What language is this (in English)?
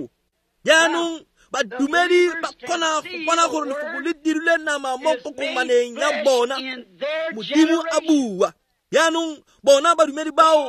Tswana